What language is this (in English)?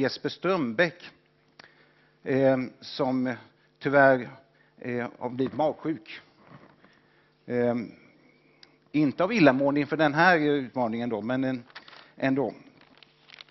Swedish